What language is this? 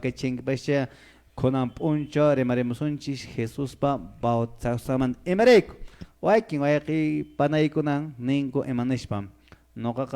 Quechua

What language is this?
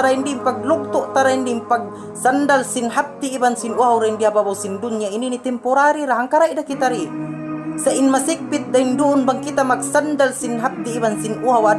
Tausug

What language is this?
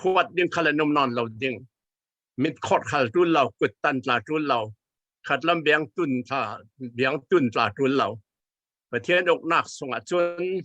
Falam Chin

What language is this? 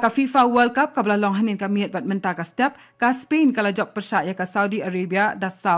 Khasi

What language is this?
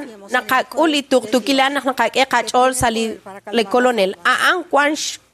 Kekchí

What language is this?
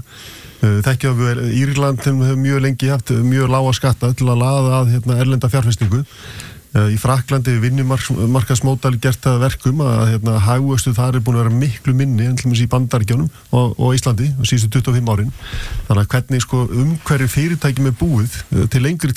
Icelandic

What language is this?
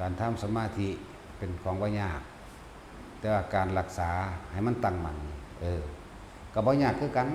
Northeastern Thai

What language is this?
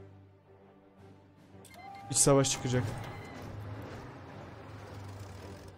Turkish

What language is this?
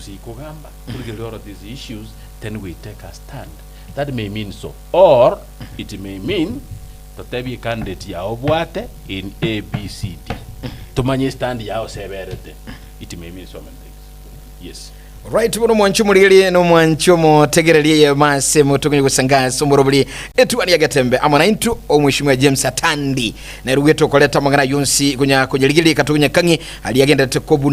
Gusii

